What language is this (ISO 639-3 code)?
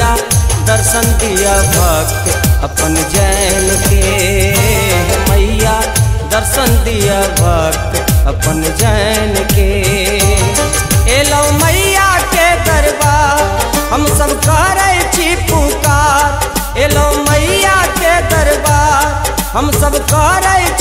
mai